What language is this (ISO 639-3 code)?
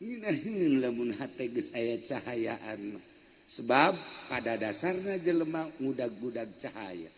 sun